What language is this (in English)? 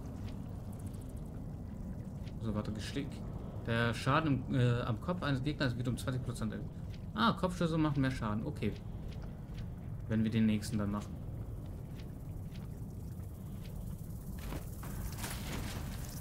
German